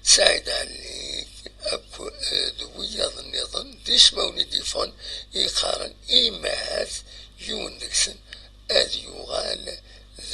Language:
Kabyle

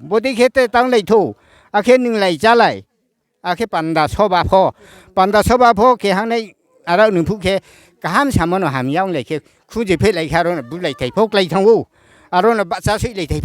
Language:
Riang (India)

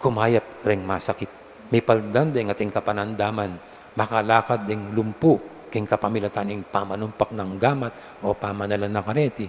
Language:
Pampanga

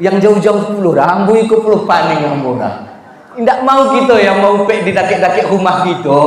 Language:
Minangkabau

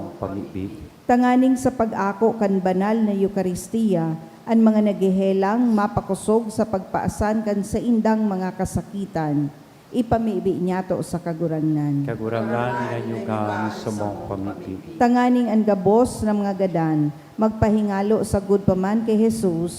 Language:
Bikol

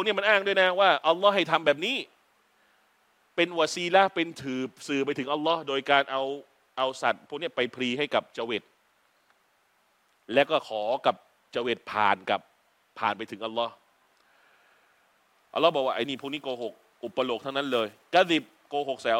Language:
Thai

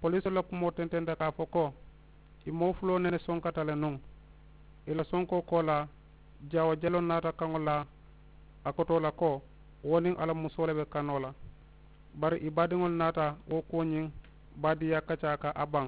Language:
Mandingo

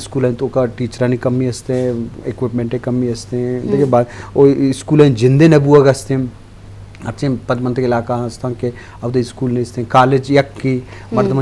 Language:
Baluchi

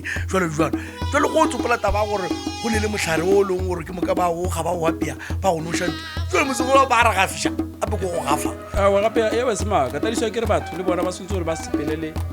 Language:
Northern Sotho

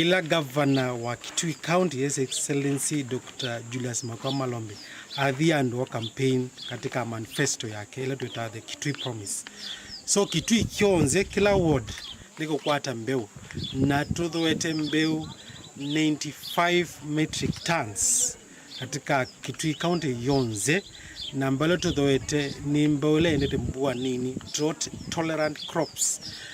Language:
Kamba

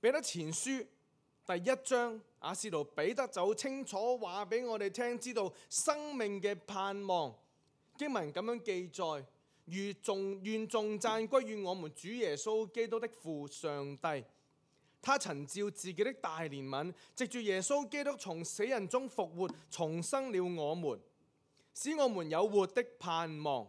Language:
Cantonese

